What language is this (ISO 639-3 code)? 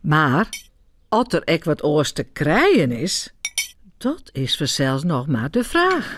fry